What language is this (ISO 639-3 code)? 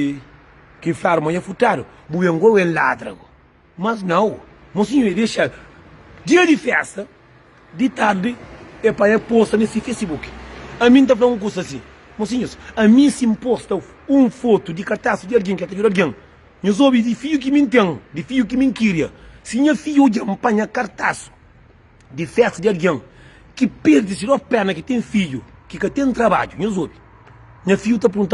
kea